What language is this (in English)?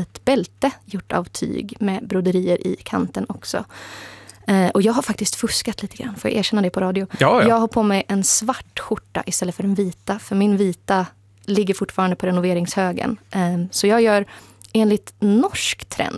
Swedish